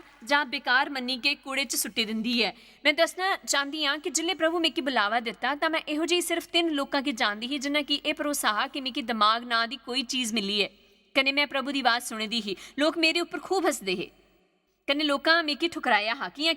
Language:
Dogri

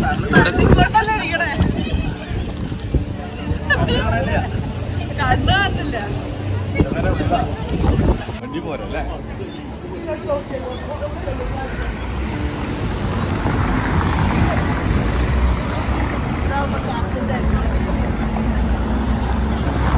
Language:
Malayalam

